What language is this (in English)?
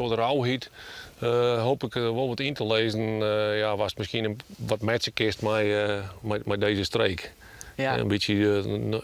Western Frisian